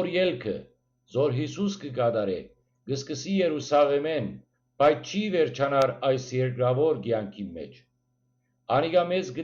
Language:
Western Armenian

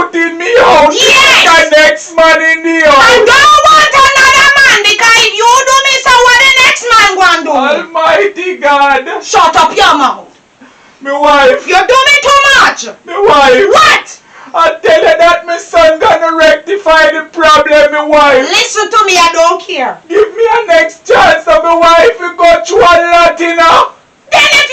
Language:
Jamaican Creole English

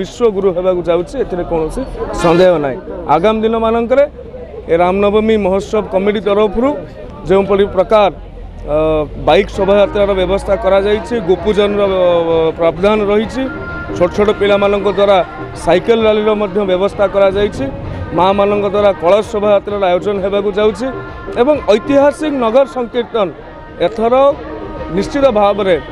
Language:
Odia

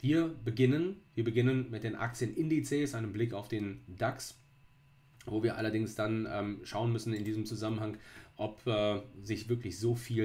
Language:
German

